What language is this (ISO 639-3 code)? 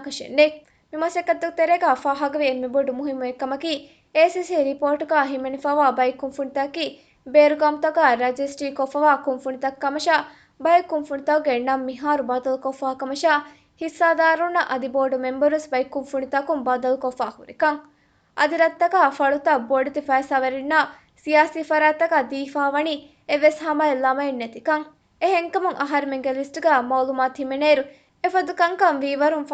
div